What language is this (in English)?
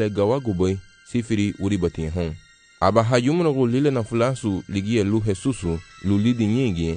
Garifuna